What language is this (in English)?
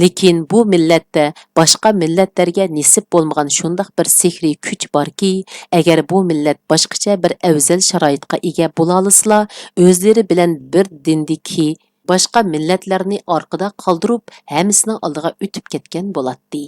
Uyghur